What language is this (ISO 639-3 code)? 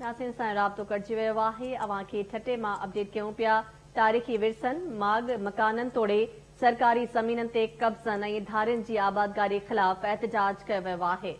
snd